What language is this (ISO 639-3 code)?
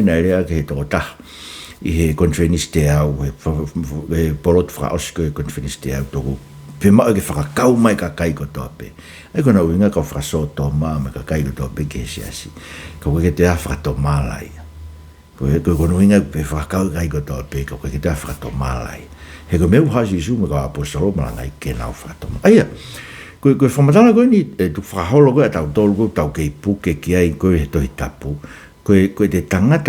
ton